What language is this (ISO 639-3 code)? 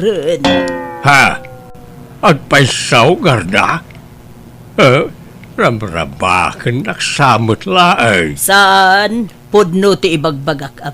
ilo